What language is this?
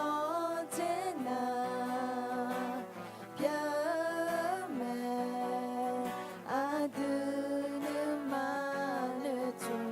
Akha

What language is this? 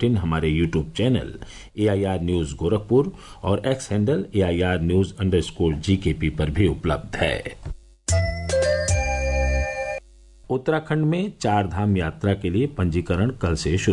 Hindi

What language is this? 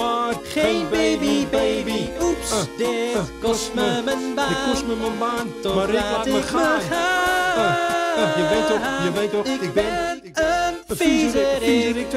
Dutch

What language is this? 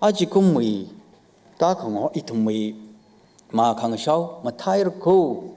Tangkhul Naga (India)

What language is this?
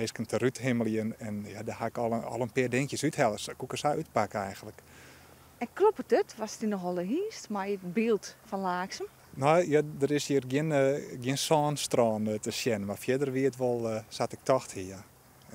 Western Frisian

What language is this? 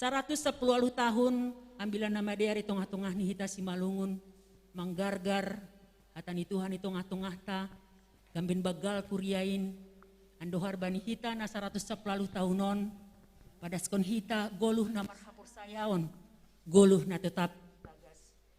Batak Simalungun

